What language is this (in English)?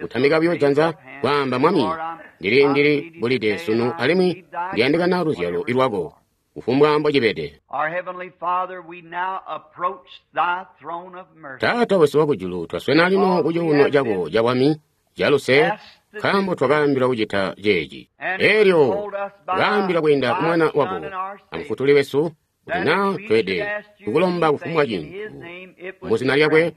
Tonga (Zambia)